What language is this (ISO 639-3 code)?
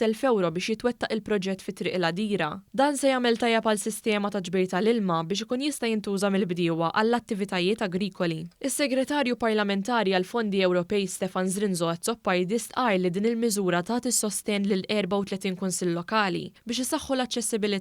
mlt